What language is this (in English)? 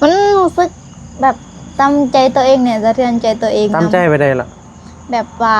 Northeastern Thai